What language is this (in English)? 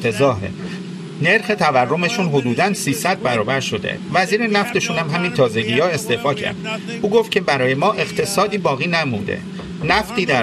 Persian